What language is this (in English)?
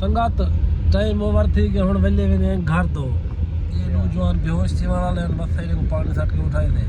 Saraiki